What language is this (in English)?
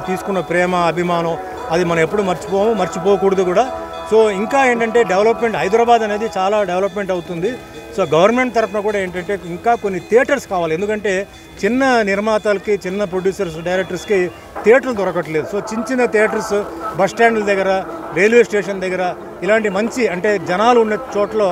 Telugu